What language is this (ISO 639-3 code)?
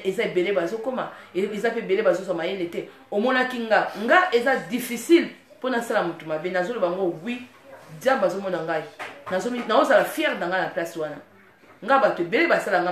lin